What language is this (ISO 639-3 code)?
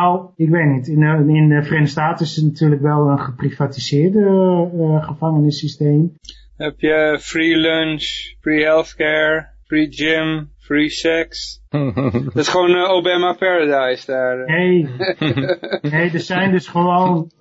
nld